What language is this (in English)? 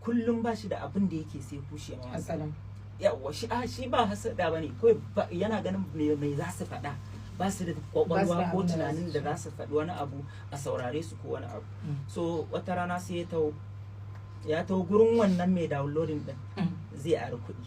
Hausa